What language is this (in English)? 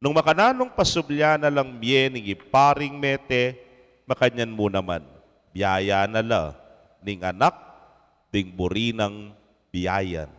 Pampanga